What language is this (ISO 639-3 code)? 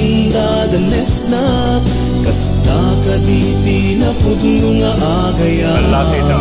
ilo